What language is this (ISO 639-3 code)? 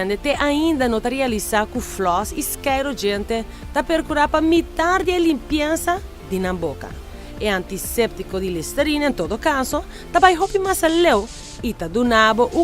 pap